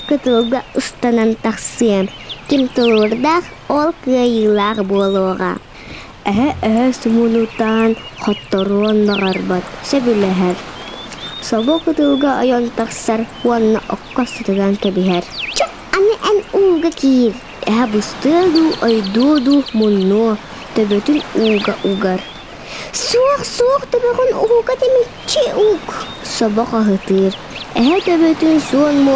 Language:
Yakut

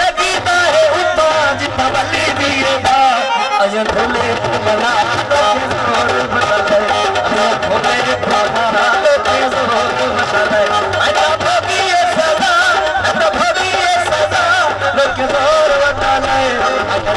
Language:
Saraiki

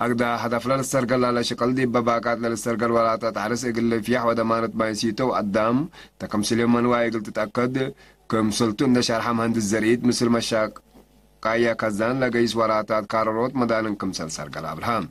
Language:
Tigre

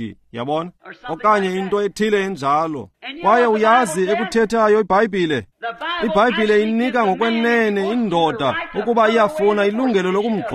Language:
Xhosa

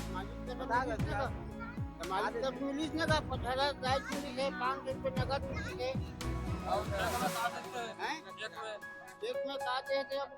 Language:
Chhattisgarhi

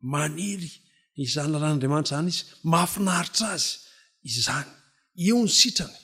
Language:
Malagasy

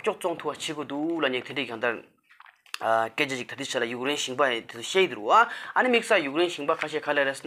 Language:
Tibetan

